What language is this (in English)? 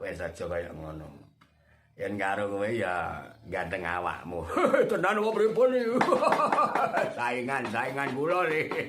Javanese